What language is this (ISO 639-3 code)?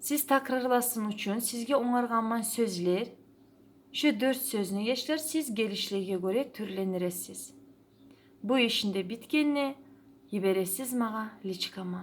kum